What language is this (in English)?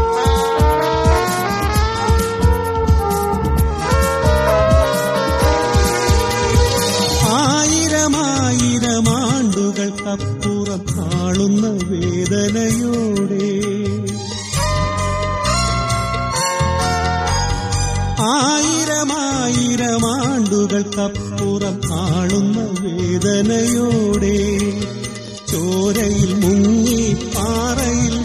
Malayalam